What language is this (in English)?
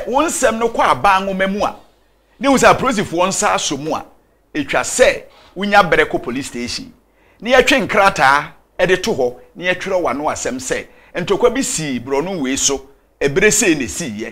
Akan